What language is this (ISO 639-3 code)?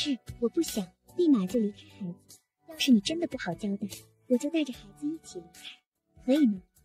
zho